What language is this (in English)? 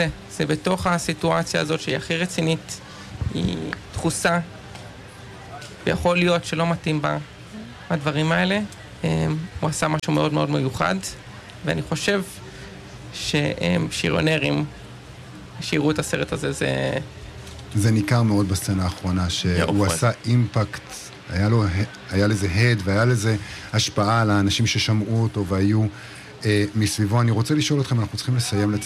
Hebrew